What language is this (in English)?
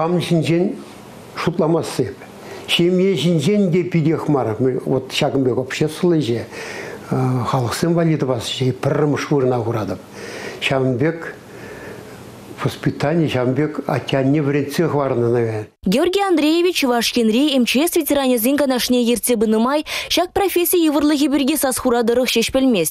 Chuvash